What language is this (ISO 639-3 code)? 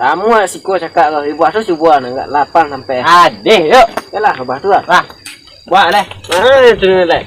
min